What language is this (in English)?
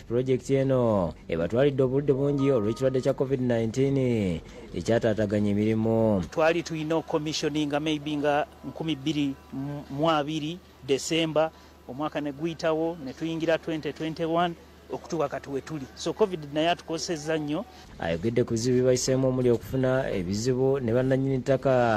Ganda